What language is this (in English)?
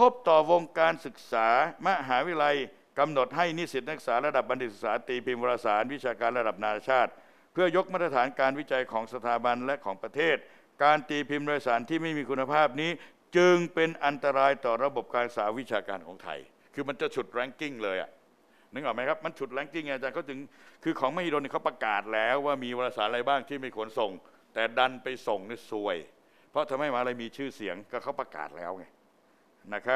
Thai